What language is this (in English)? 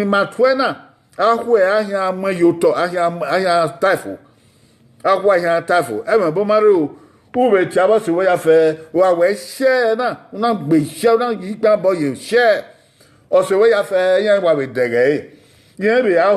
Bini